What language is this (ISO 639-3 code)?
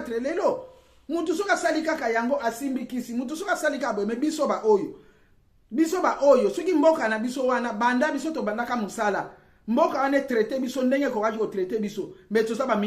lin